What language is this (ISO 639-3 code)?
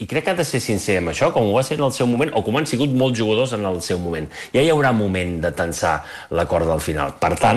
cat